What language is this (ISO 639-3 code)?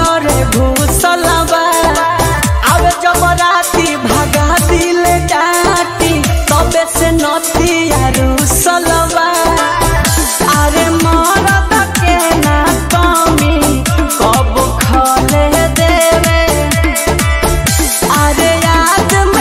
bho